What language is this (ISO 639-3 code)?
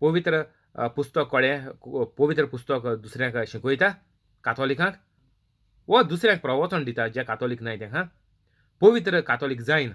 kok